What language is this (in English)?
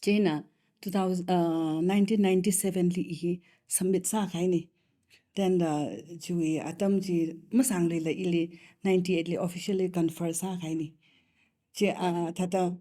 Tangkhul Naga (India)